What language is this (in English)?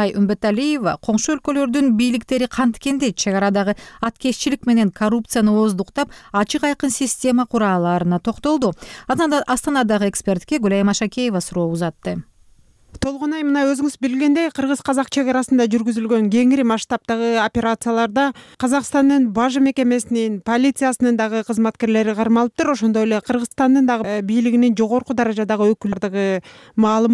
Kyrgyz